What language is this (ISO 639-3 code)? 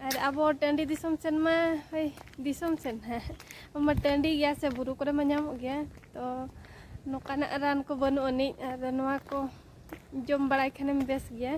sat